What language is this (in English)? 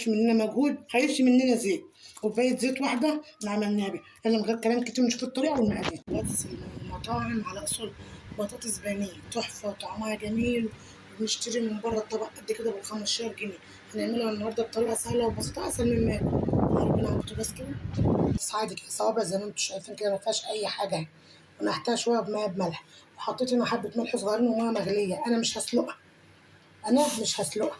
Egyptian Arabic